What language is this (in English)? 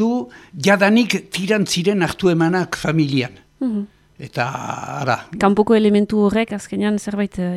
Basque